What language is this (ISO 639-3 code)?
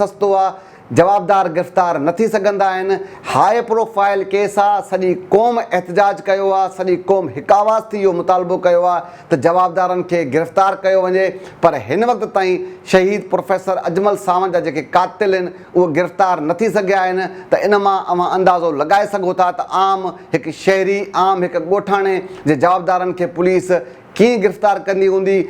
snd